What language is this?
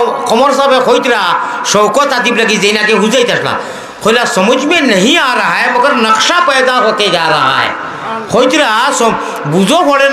Sylheti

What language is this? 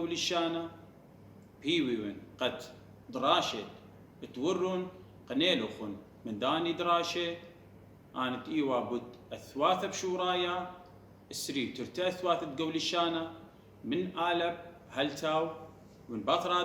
Assyrian Neo-Aramaic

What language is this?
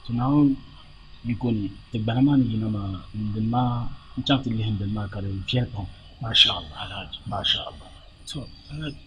Dagbani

